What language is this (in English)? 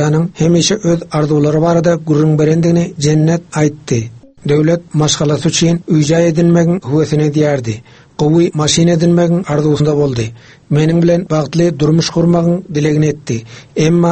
Turkmen